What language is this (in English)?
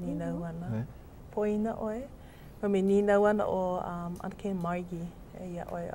Hawaiian